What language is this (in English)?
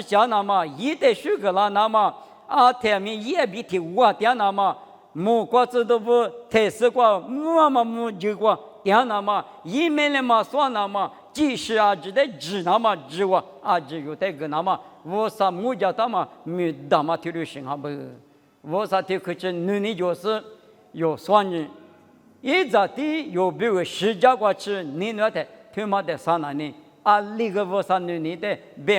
Lisu